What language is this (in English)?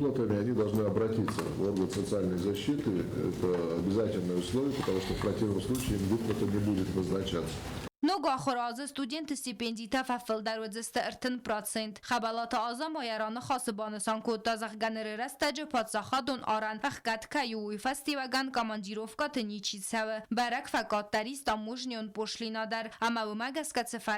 Ossetic